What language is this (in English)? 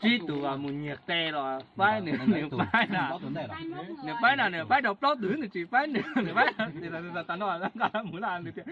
Hmong